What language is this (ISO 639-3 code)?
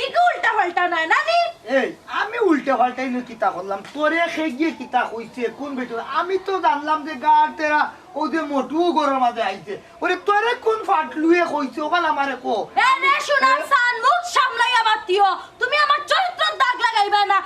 syl